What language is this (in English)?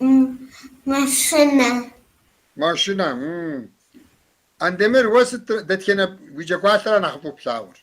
Kabardian